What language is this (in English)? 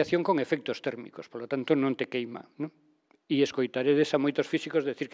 Galician